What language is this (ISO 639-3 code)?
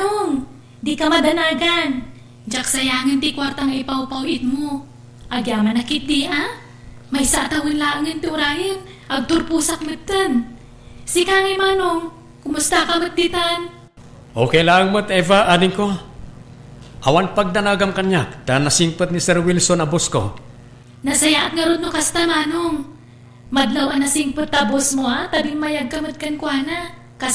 ilo